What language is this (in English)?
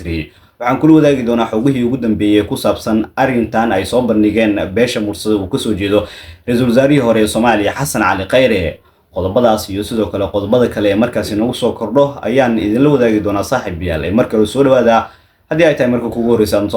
Somali